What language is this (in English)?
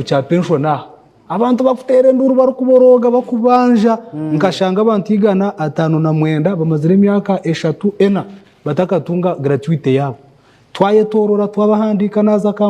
Nyankole